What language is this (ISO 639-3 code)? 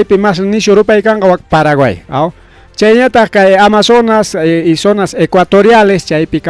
quy